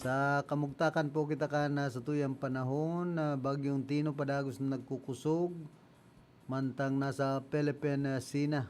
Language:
Bikol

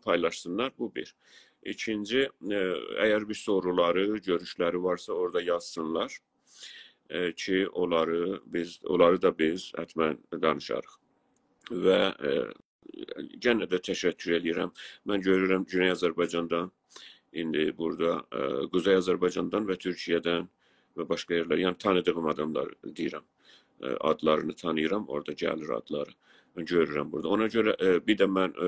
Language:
South Azerbaijani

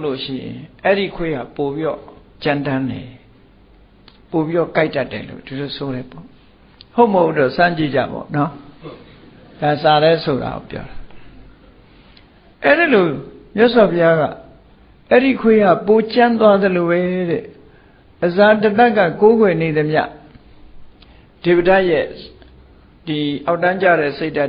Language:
Burmese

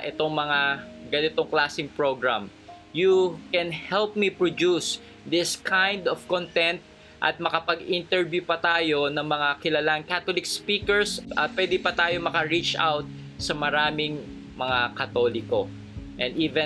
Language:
Filipino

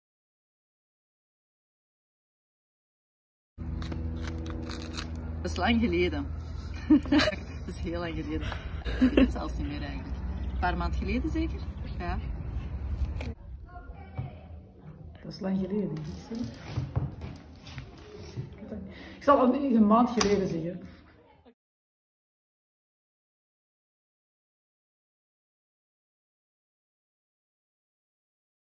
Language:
Dutch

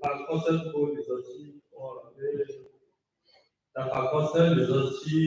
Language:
S'gaw Karen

